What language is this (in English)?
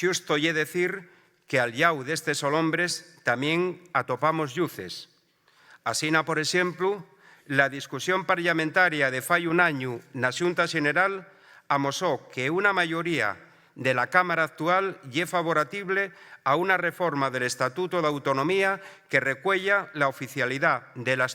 Asturian